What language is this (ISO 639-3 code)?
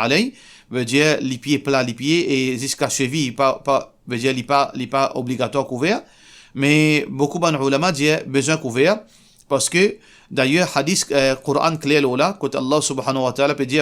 mfe